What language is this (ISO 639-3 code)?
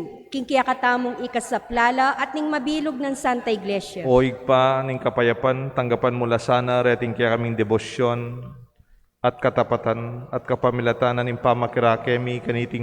pam